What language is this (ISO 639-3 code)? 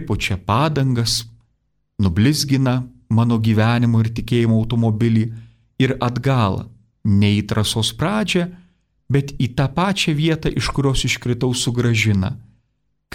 lit